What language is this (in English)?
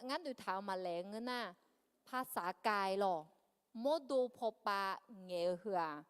Akha